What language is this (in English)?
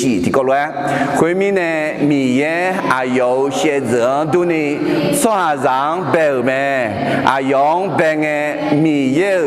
Akha